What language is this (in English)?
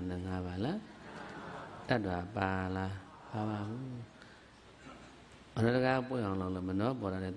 Burmese